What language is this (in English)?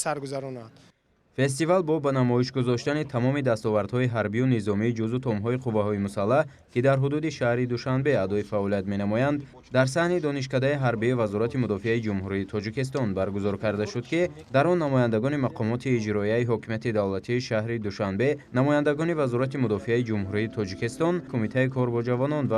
Tajik